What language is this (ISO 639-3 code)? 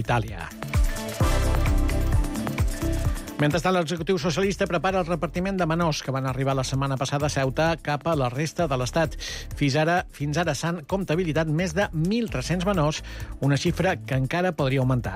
cat